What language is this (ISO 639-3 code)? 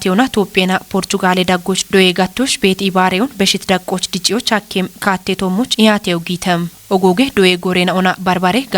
kbr